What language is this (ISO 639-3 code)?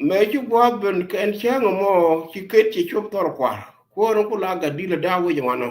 nus